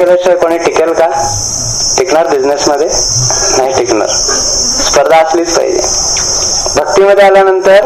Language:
Marathi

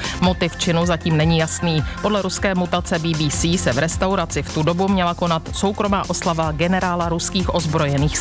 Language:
Czech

